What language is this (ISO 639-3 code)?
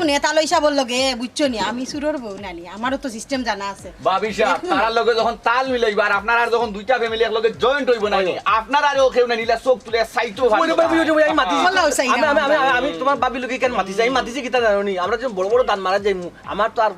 syl